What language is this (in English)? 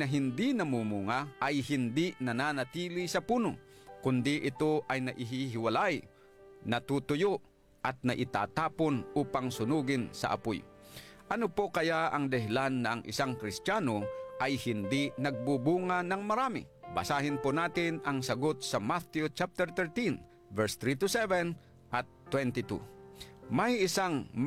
Filipino